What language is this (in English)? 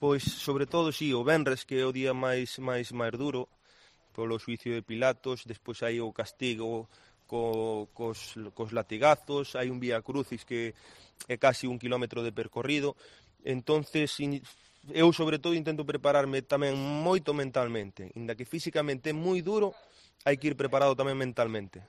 Galician